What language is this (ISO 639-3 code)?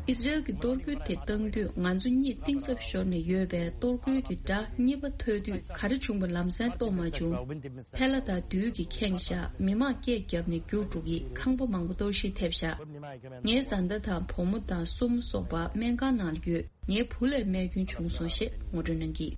bod